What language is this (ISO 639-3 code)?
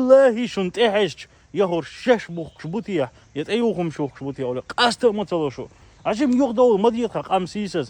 che